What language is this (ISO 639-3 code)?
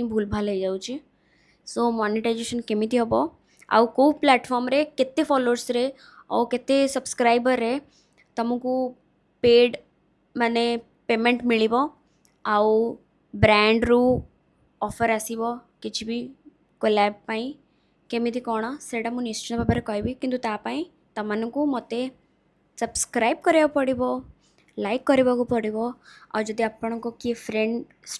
ori